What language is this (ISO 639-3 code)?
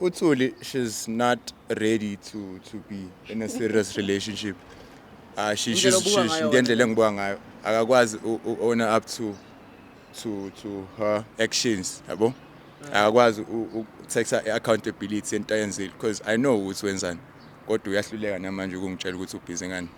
zul